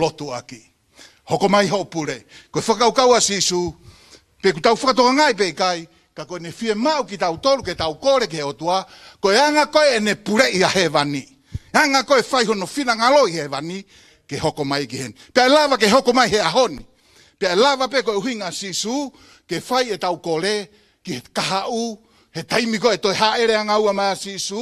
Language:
Tongan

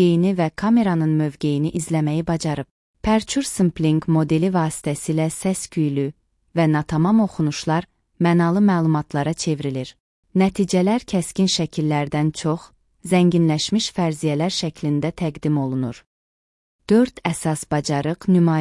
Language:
Azerbaijani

